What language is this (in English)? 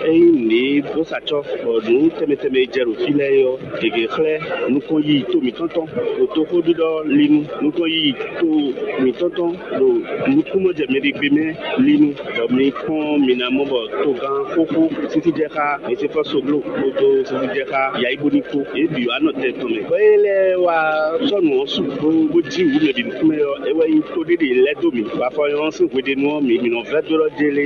Fon